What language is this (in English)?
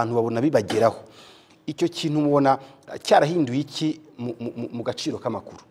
Kinyarwanda